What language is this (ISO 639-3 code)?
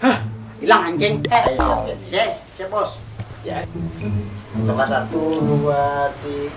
bjn